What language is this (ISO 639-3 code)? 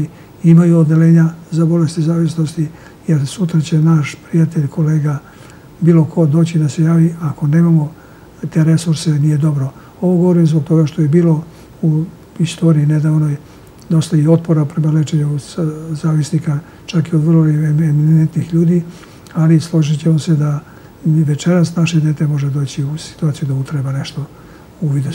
srp